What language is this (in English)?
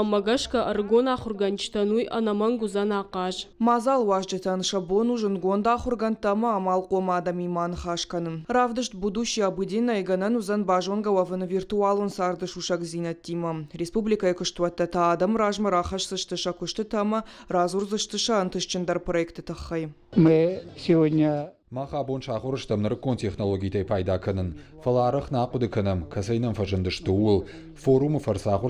Ossetic